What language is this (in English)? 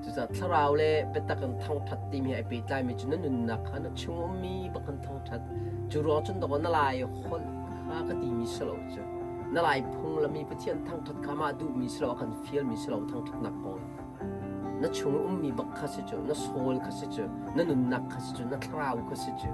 Hakha Chin